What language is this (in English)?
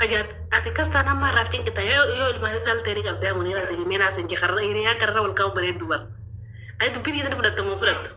Oromo